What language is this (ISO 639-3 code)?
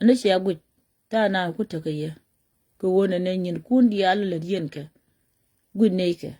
nus